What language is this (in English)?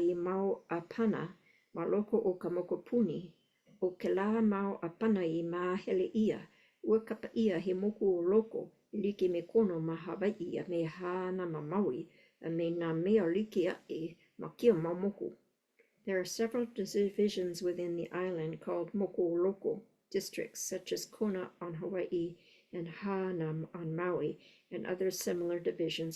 Hawaiian